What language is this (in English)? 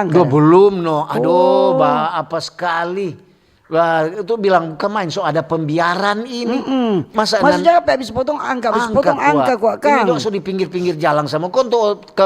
Manado Malay